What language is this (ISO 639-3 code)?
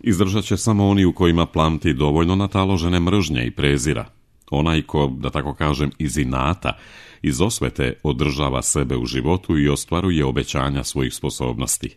srp